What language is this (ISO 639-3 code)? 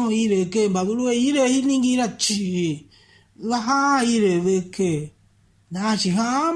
tiv